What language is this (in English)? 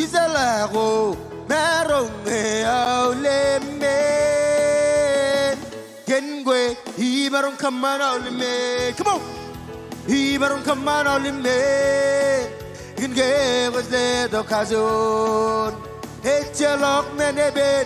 Marshallese